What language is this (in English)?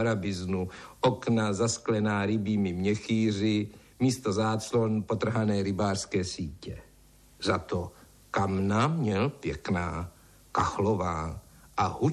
Czech